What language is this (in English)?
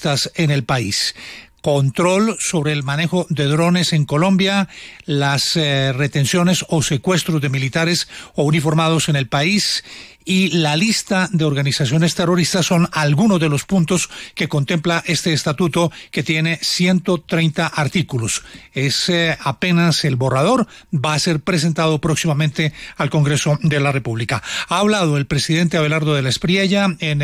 Spanish